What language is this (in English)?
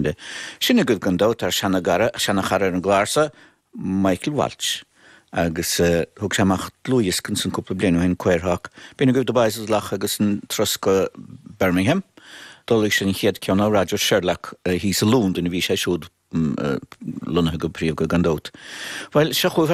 Irish